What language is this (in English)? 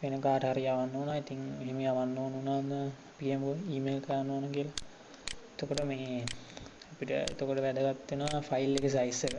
Sinhala